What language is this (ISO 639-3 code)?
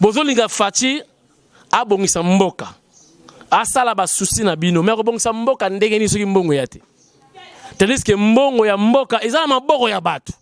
lin